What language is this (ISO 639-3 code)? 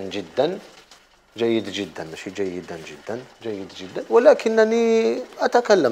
arq